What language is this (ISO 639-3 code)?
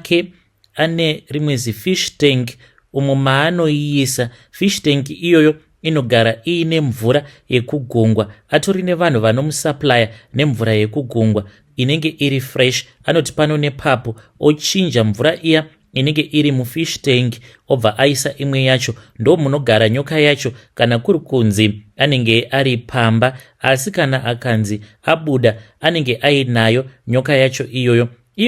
sna